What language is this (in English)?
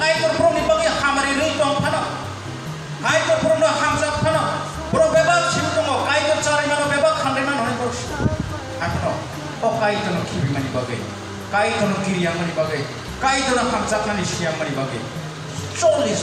Kok Borok